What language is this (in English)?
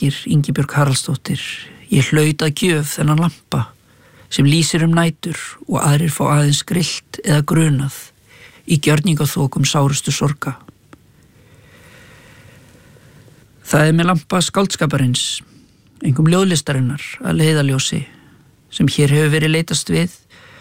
Icelandic